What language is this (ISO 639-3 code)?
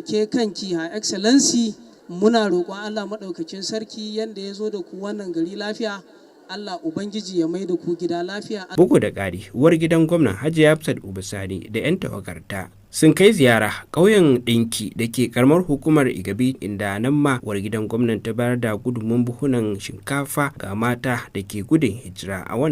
hau